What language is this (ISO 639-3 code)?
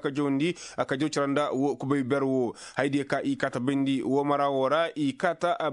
ses